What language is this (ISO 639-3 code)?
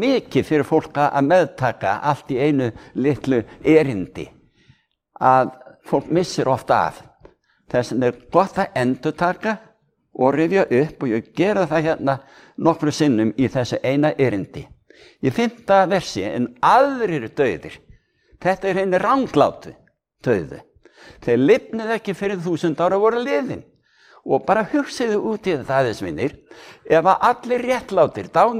isl